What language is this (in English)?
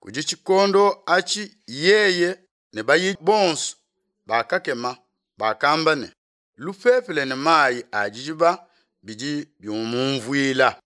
Luba-Lulua